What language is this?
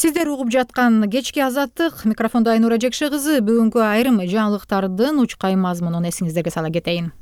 Kyrgyz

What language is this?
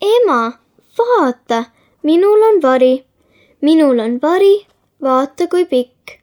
Estonian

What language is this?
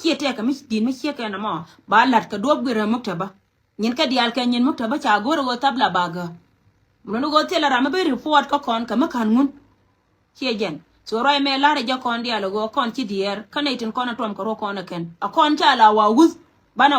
Nuer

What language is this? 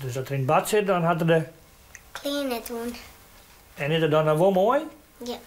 Western Frisian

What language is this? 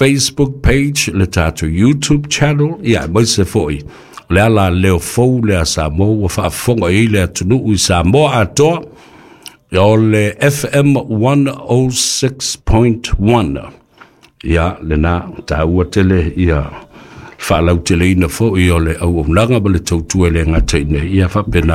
Samoan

